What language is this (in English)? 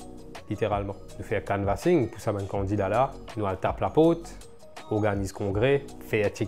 Morisyen